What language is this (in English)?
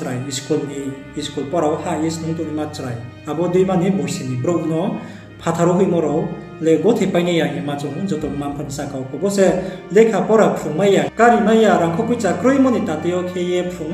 Riang (India)